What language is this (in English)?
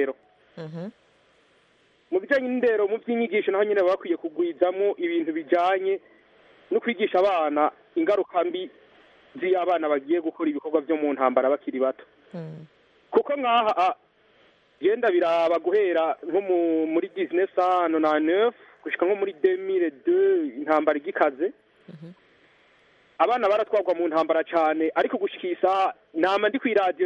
Kinyarwanda